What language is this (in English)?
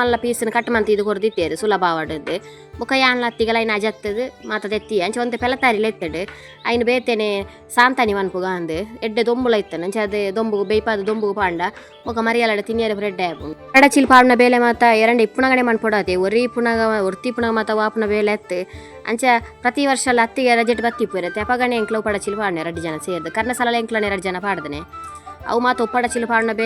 Tulu